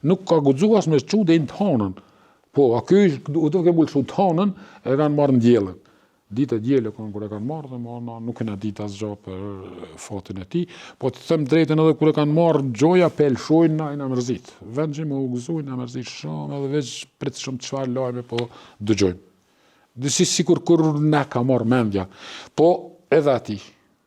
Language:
Albanian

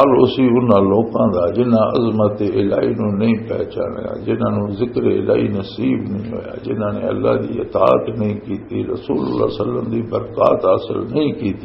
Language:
Western Panjabi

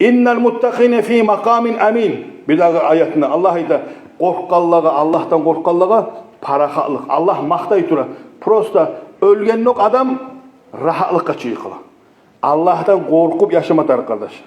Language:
Kumyk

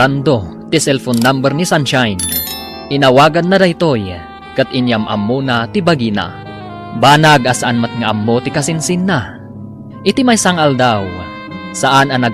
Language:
Iloko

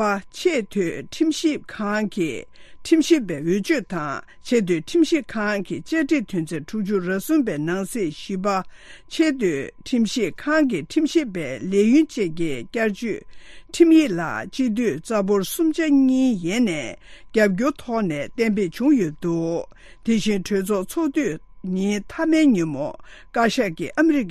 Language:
Tibetan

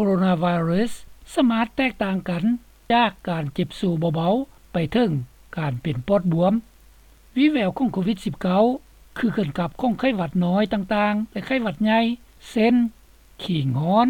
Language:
Lao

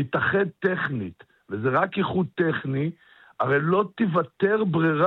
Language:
Hebrew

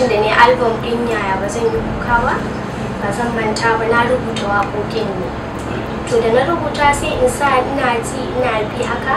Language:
Hausa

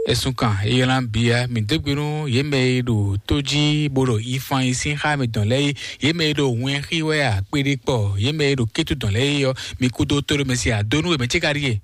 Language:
Fon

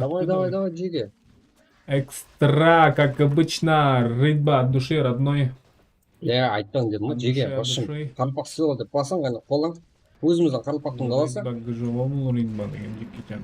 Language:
Kara-Kalpak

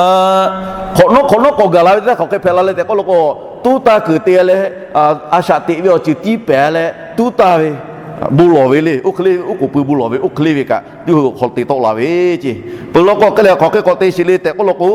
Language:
Lahu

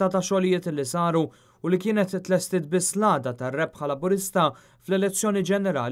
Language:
Maltese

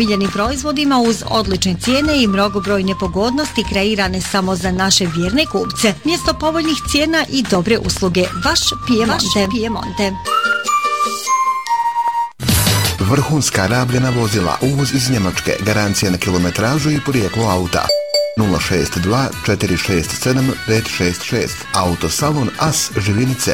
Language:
Bosnian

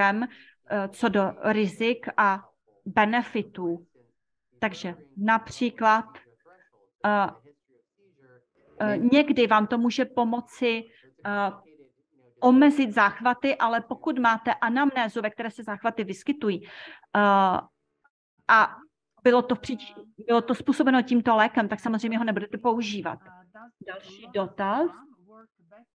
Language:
Czech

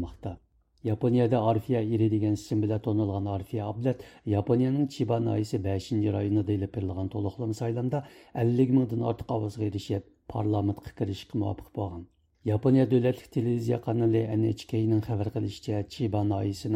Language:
Uyghur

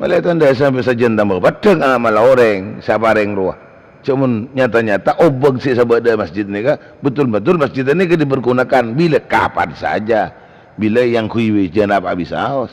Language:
Madurese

